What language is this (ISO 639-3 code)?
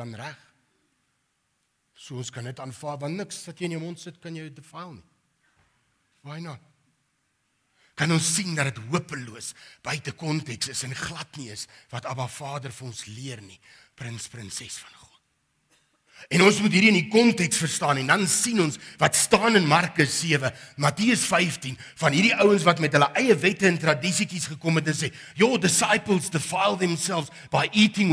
afr